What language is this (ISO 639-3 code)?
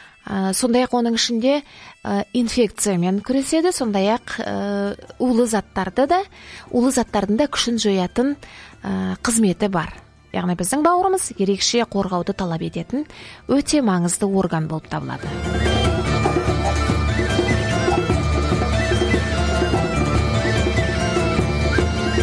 kaz